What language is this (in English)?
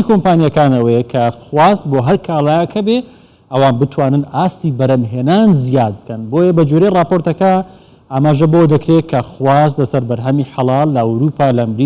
Central Kurdish